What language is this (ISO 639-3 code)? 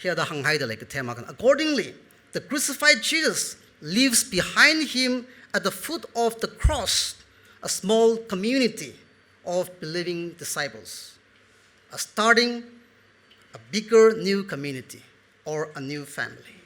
nmf